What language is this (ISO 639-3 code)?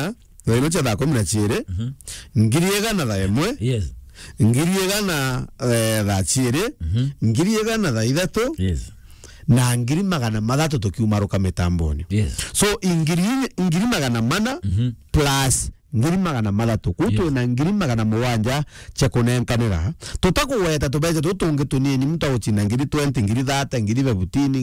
mer